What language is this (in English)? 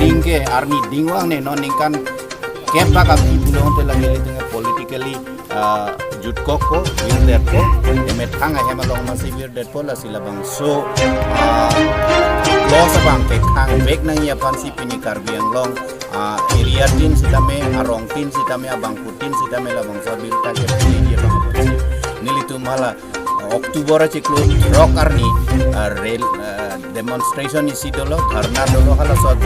Karbi